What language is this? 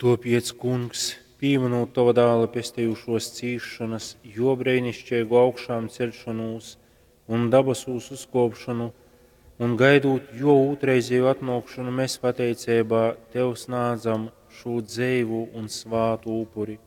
Latgalian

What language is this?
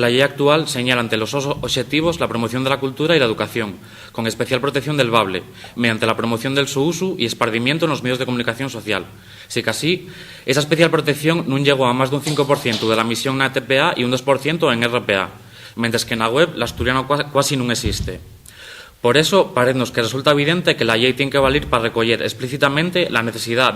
Asturian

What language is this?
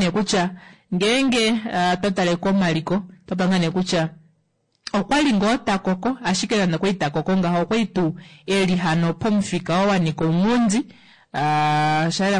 Kuanyama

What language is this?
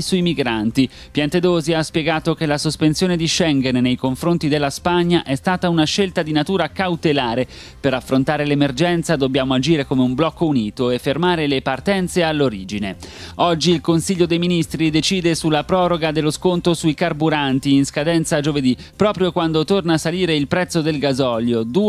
Italian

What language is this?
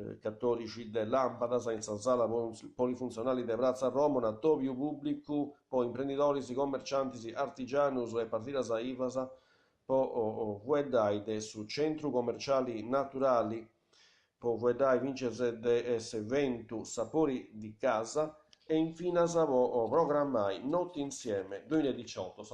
Sardinian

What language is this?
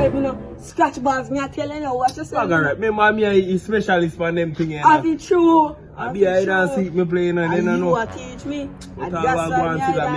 Jamaican Creole English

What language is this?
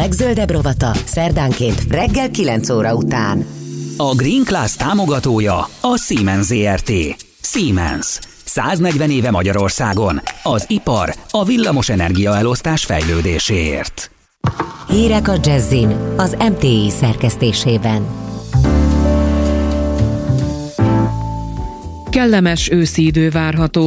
Hungarian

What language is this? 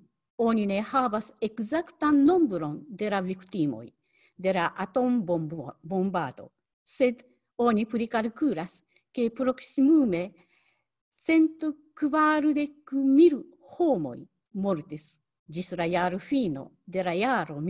Esperanto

